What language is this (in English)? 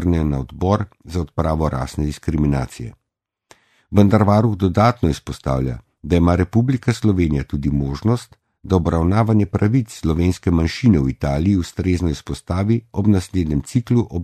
Slovenian